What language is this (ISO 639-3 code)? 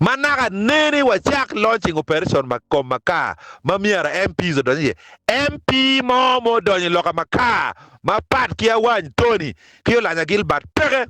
ach